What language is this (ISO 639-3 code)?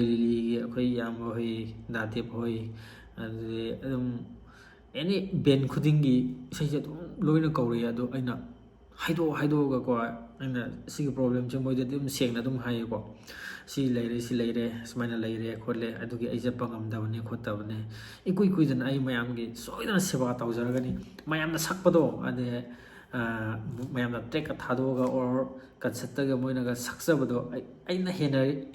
mni